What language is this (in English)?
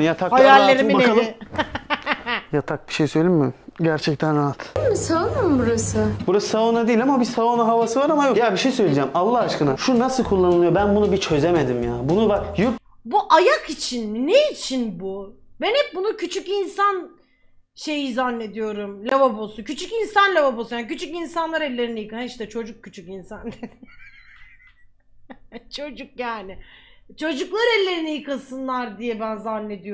Turkish